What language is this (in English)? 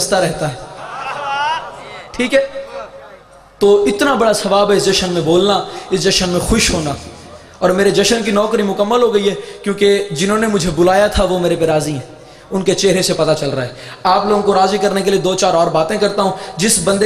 Urdu